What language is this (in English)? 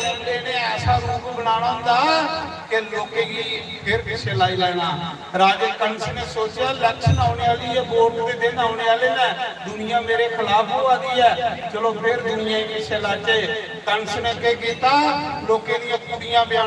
Dogri